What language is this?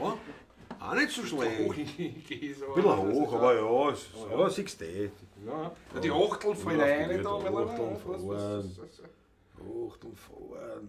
Bavarian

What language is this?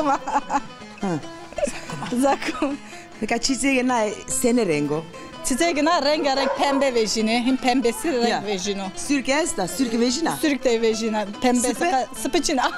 Zaza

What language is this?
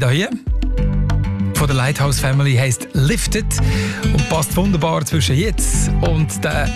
German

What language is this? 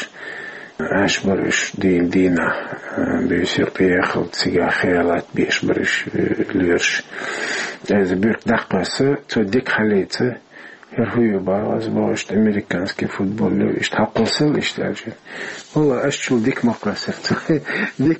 Chechen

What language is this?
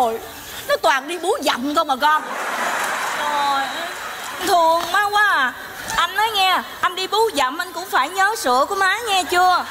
Vietnamese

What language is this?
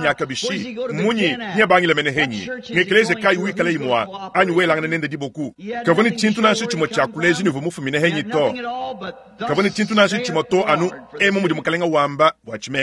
Luba-Lulua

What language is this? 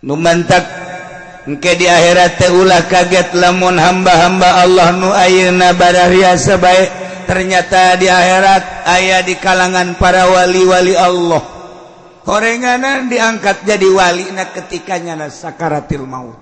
Sundanese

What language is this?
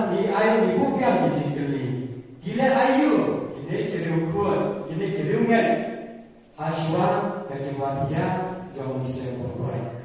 Khasi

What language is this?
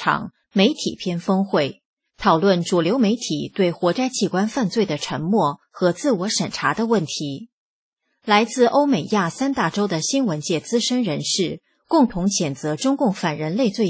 Chinese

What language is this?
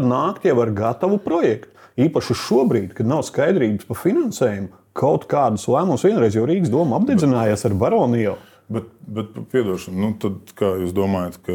Latvian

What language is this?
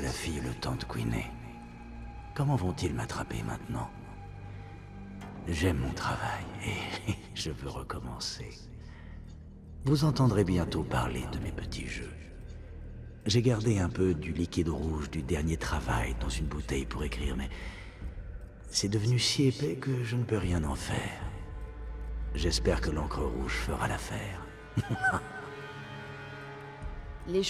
French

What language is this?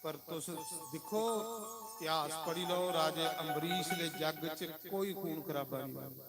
Dogri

